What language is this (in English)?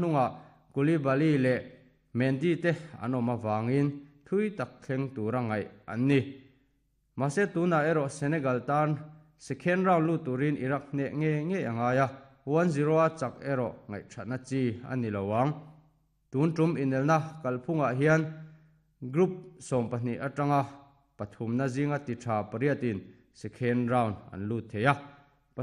Mizo